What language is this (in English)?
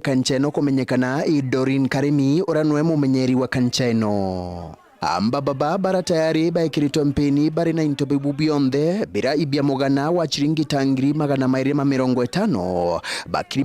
Meru